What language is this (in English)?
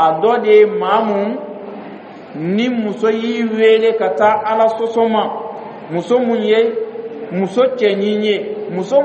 Dyula